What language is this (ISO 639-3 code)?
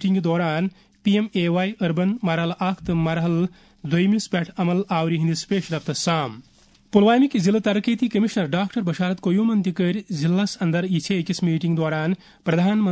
kas